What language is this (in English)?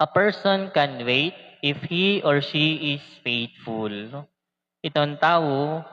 Waray